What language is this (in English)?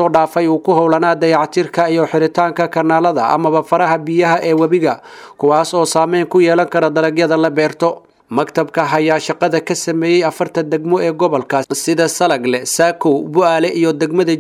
Somali